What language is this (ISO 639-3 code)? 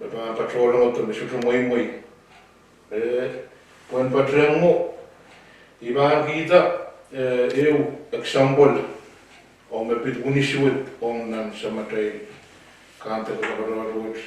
pon